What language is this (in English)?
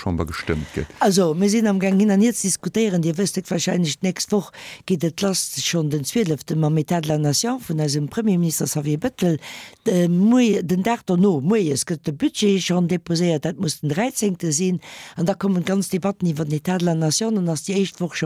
Luxembourgish